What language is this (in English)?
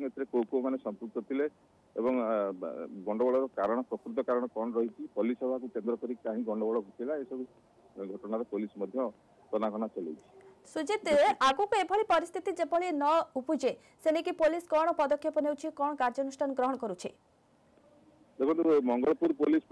Odia